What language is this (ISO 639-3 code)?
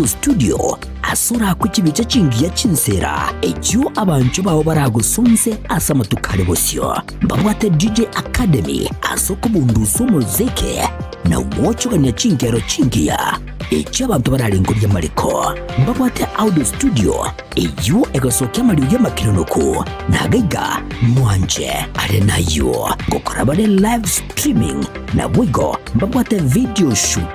guz